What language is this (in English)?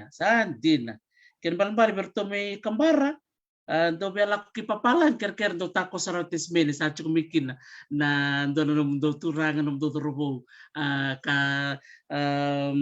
Fijian